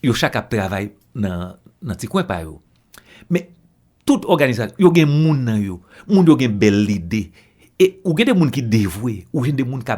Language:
Haitian Creole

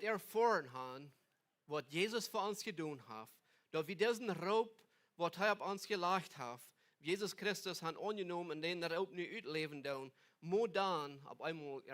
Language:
Plautdietsch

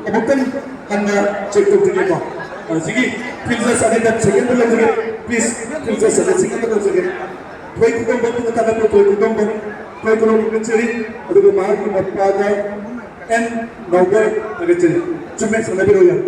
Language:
Manipuri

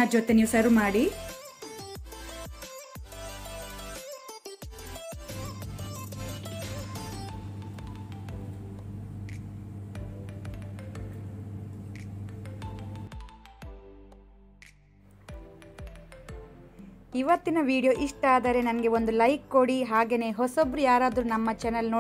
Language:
Kannada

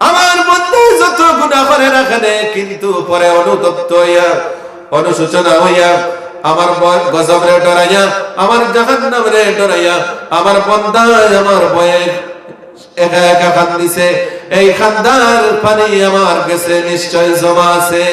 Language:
Sylheti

